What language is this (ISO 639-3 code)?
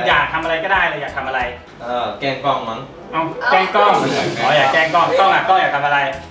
tha